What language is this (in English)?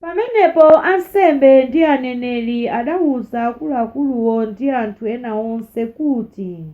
Nyanja